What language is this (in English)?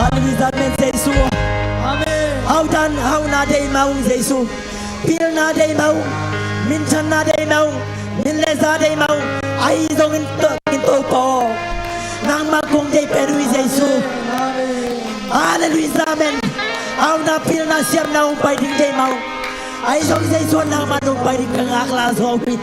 Tedim Chin